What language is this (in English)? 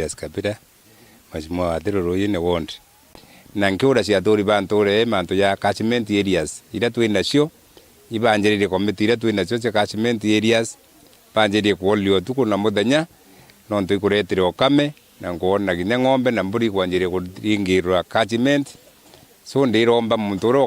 Meru